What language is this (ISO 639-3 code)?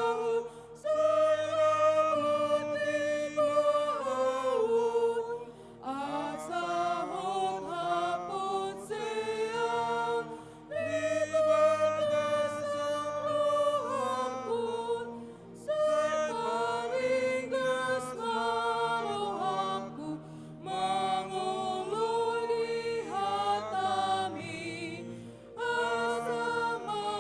bbc